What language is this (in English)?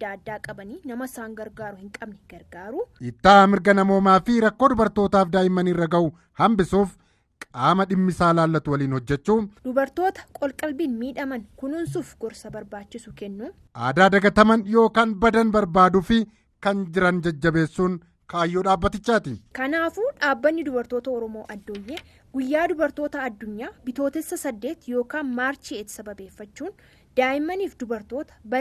Oromo